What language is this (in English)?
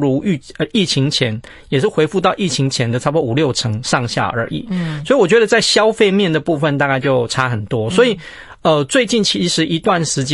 Chinese